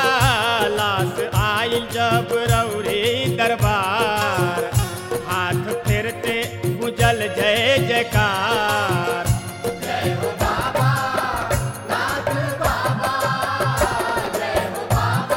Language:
Bhojpuri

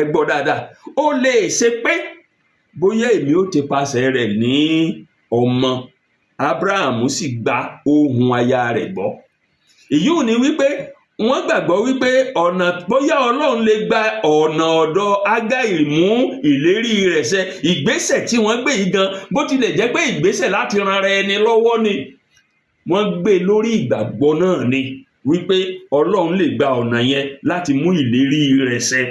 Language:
Yoruba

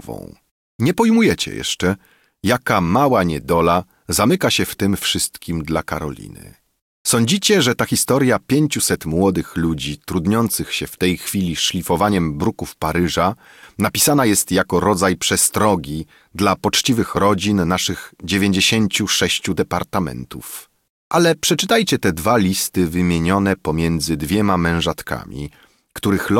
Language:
Polish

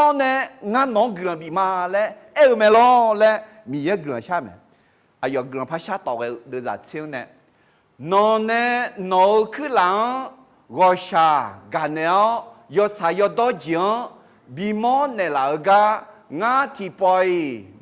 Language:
Akha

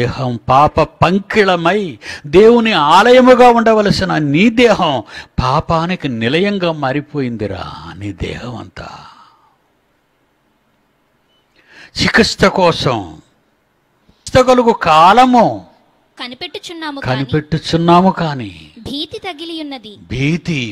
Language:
Telugu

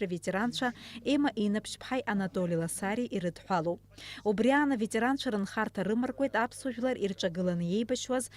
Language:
Abkhazian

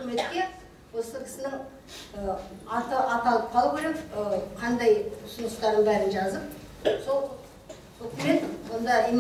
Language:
Kazakh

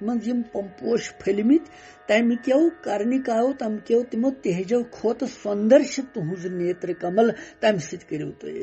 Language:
Kashmiri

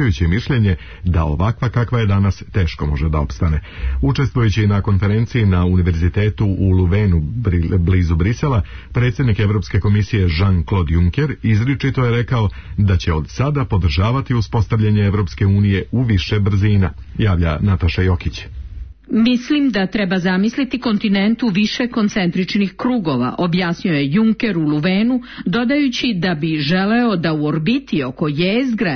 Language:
Serbian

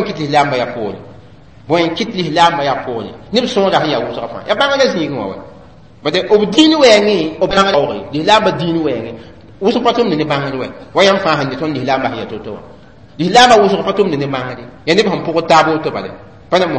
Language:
Mossi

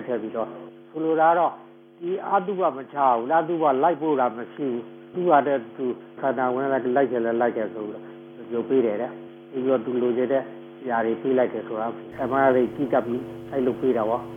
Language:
Burmese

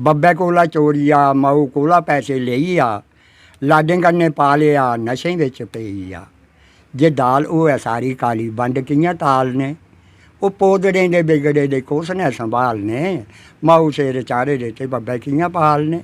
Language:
Dogri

